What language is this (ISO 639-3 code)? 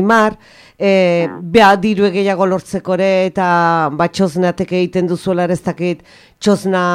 eus